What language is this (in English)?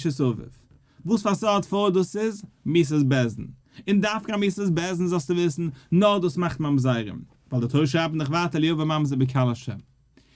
Yiddish